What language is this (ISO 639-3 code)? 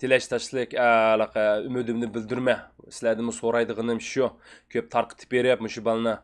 uig